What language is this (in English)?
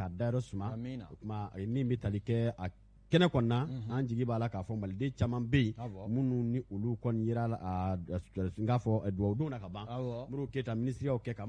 Bambara